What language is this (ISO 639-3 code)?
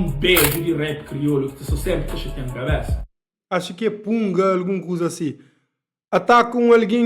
kea